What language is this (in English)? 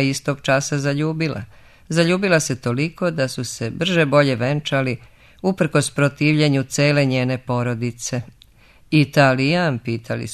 Serbian